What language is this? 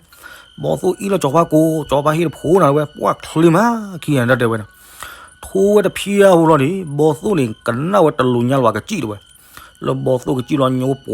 S'gaw Karen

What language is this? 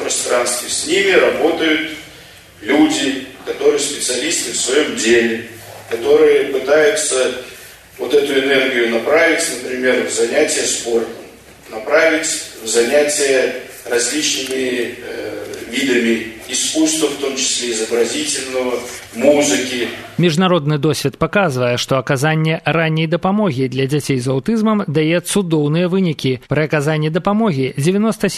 Belarusian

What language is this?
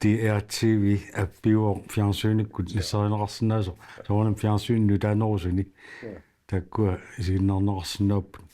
Kalaallisut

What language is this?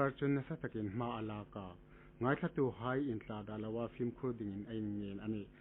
Hmar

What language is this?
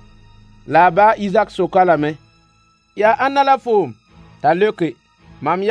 Mossi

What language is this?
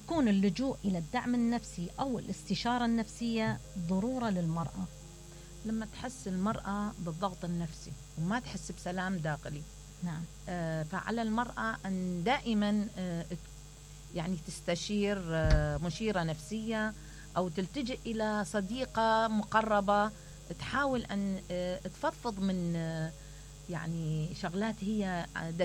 Mesopotamian Arabic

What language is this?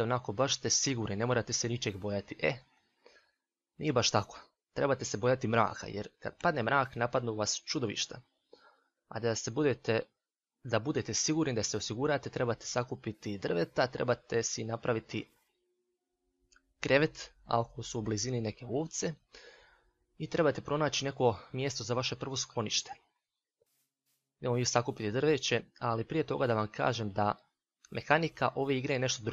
Croatian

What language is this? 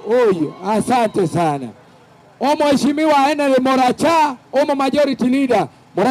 Gusii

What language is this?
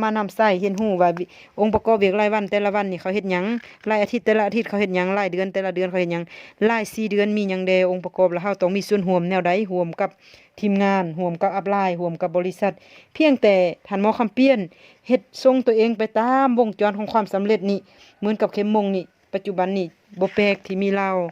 Lao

